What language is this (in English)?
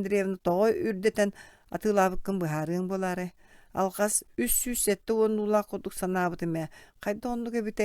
Yakut